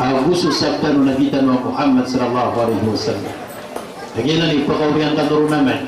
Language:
Maranao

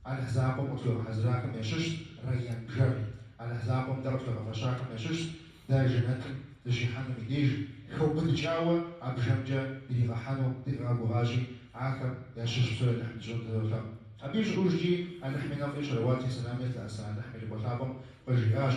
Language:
Kabardian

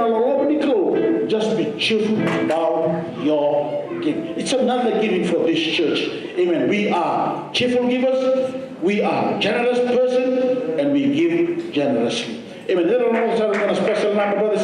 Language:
Fijian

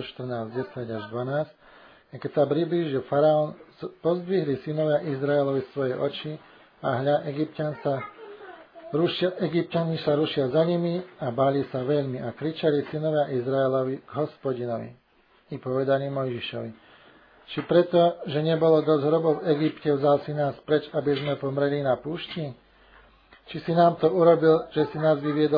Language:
Slovak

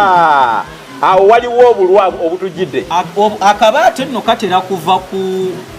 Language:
Ganda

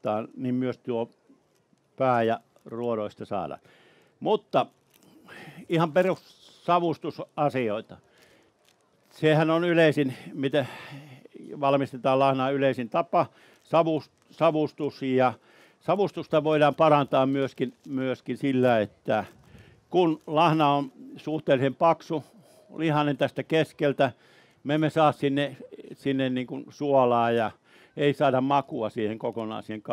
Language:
Finnish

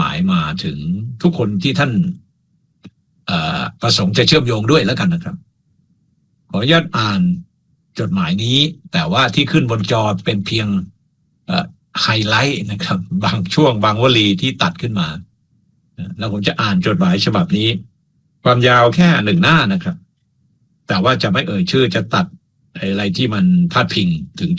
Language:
Thai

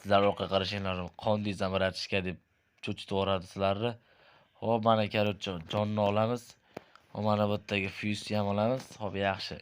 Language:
Uzbek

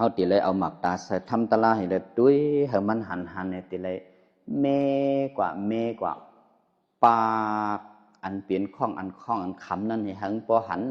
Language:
Shan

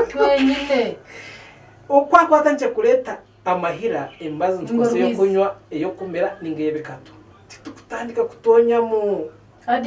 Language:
Nyankole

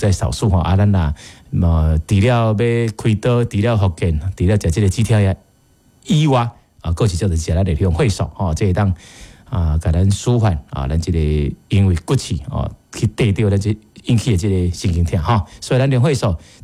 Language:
Min Nan Chinese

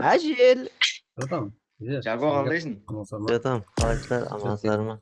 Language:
Kara-Kalpak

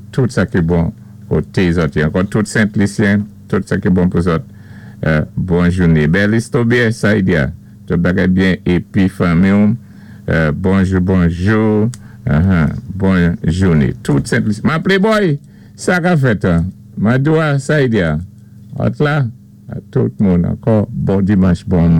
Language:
Saint Lucian Creole French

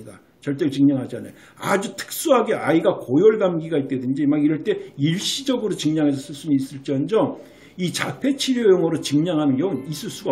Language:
Korean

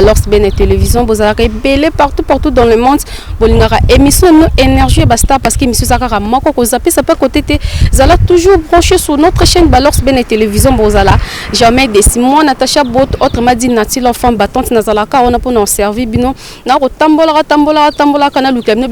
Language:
Lingala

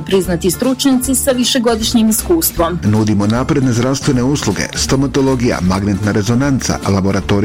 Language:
Bosnian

